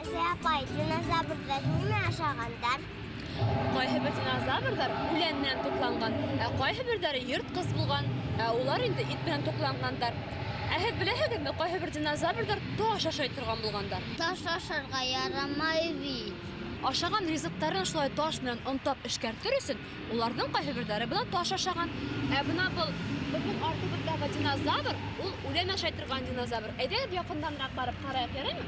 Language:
Bashkir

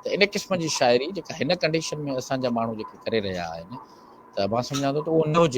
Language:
Sindhi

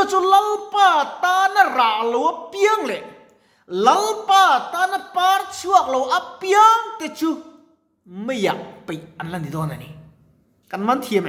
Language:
Mizo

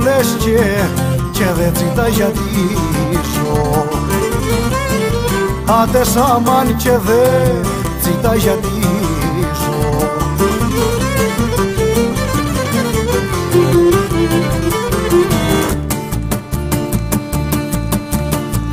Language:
Greek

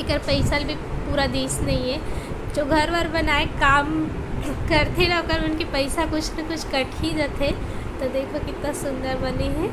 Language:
Chhattisgarhi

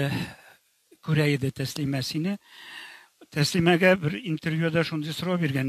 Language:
Tatar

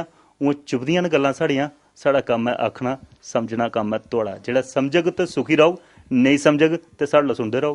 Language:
Dogri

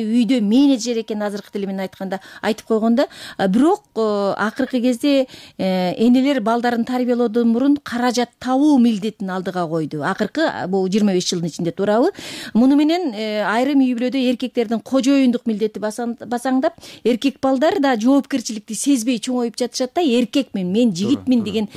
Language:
Kyrgyz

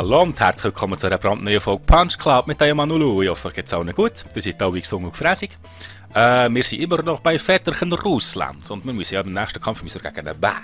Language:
Swiss German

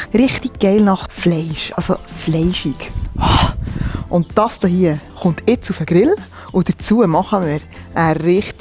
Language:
Swiss German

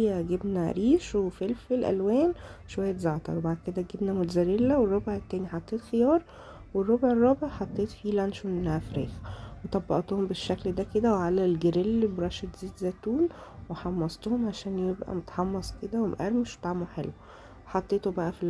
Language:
Egyptian Arabic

